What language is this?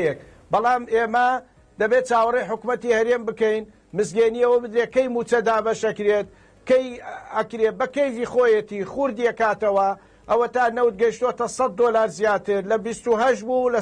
Central Kurdish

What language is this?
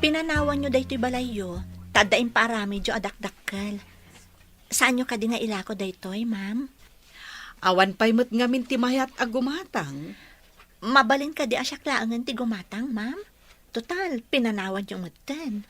Iloko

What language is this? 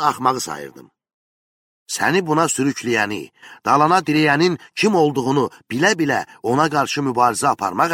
Azerbaijani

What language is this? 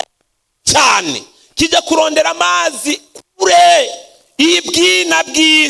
Rundi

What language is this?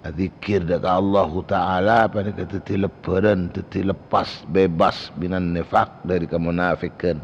Madurese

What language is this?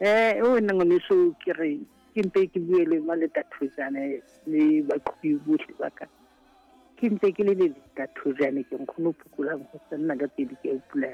Southern Sotho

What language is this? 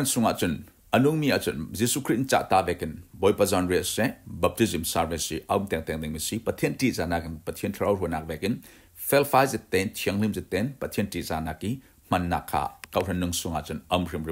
Falam Chin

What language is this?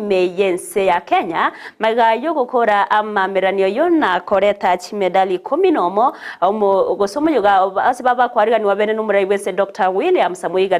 Gusii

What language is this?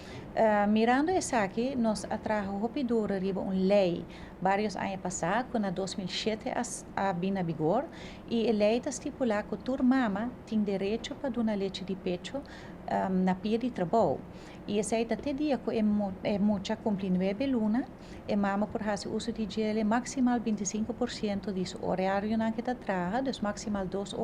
Papiamento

